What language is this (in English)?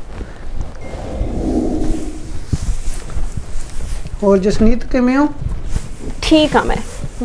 Punjabi